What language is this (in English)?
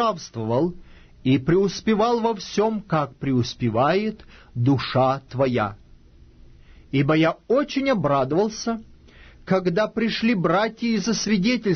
Russian